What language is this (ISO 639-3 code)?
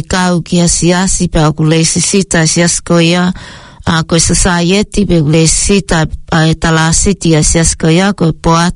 ton